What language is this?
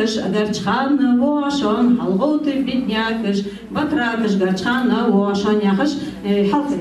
Ingush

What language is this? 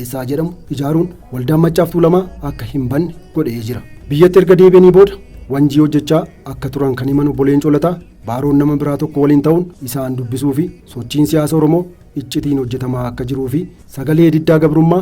Oromo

